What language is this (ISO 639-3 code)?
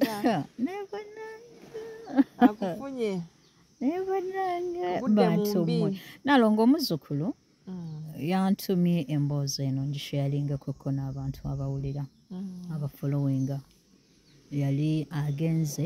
lug